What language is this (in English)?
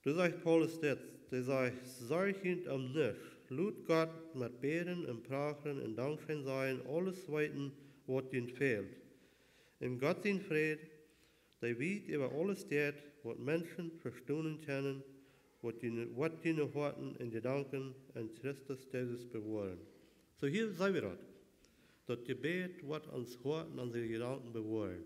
Plautdietsch